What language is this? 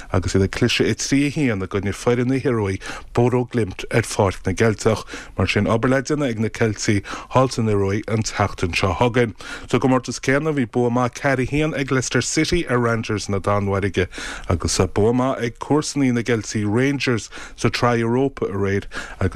Irish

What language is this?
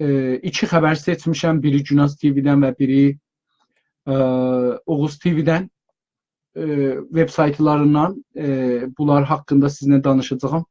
South Azerbaijani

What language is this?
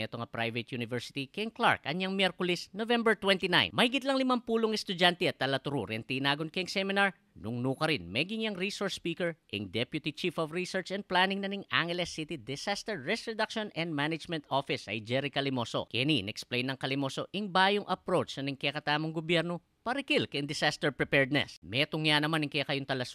Pampanga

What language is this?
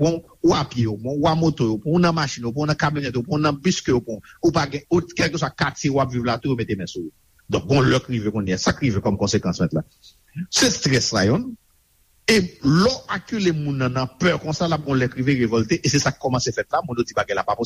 Haitian Creole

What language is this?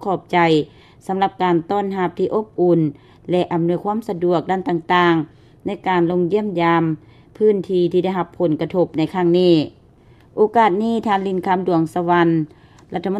Lao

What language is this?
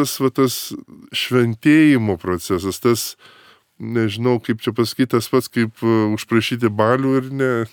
Lithuanian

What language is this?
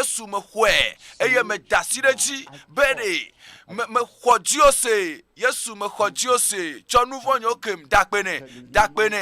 Ewe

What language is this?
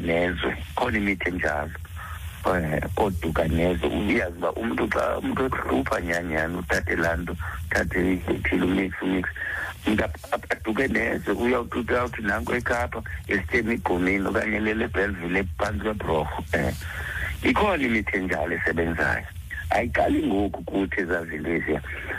Xhosa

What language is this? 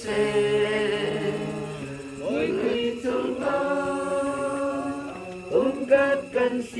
Hakha Chin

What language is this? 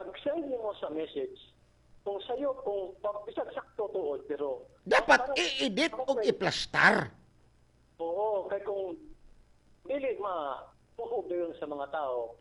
Cebuano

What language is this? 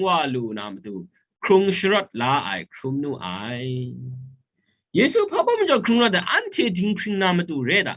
Kachin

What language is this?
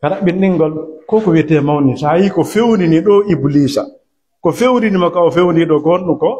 Fula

